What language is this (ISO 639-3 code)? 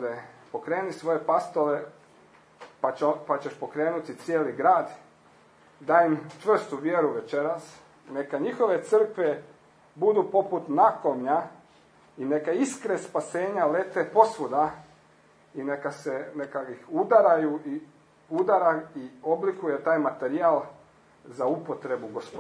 hrv